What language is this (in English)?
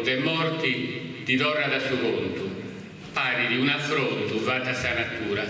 Sardinian